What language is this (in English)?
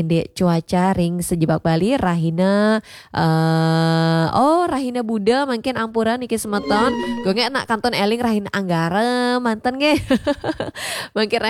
Balinese